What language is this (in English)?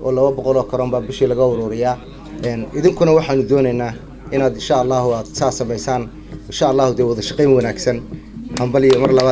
Somali